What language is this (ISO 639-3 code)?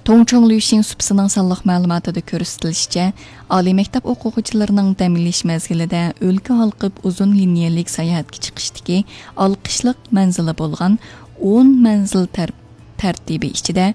uig